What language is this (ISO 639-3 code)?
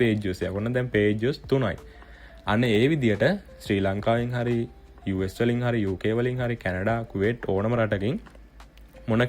sin